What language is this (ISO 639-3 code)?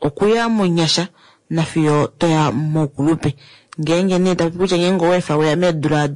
kua